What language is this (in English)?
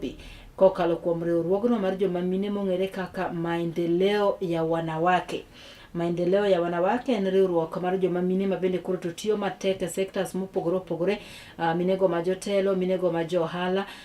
Luo (Kenya and Tanzania)